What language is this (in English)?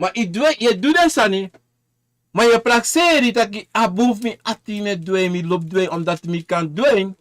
Sranan Tongo